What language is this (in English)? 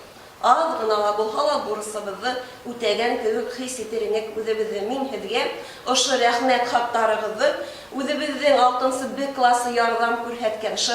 Bashkir